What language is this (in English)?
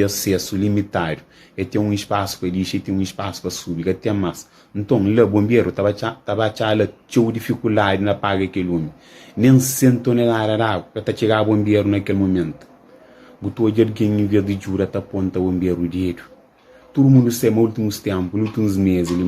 Kabuverdianu